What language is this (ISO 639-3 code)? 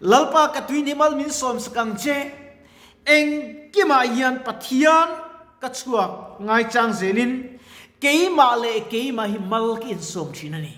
lus